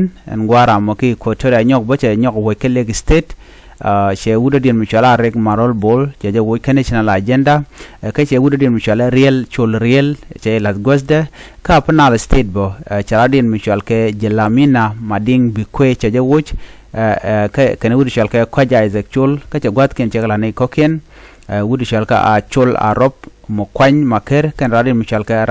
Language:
Nuer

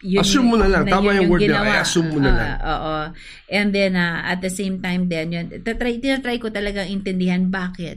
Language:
Filipino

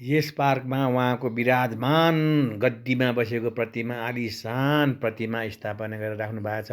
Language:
Nepali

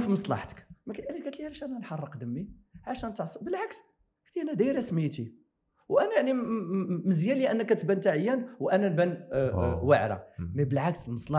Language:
Moroccan Arabic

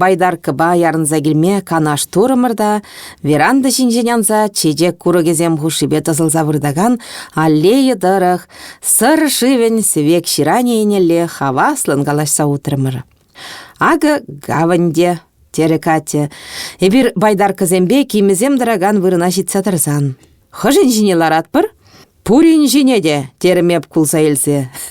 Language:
Chuvash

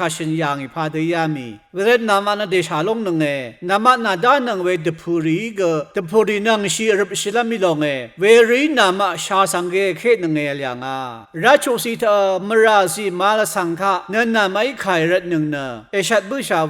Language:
Rawang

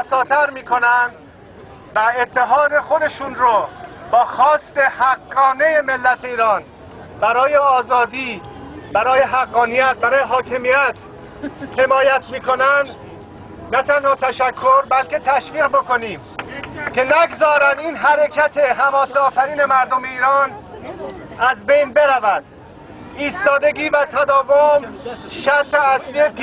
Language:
Persian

